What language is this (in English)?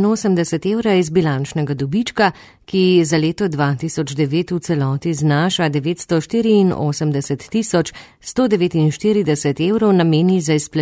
Slovenian